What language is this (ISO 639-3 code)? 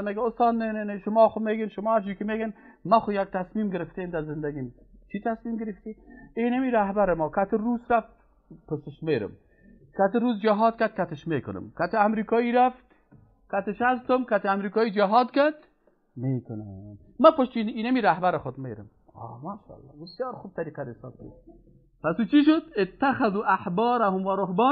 fas